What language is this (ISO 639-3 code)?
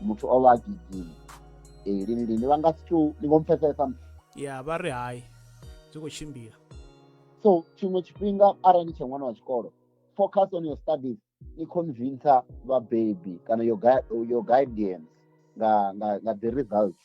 ven